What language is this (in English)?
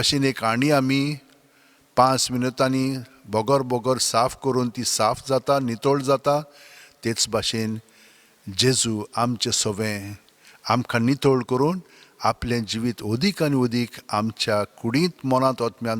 Konkani